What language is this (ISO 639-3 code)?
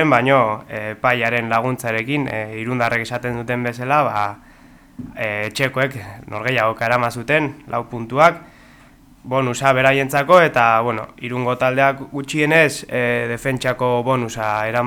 eus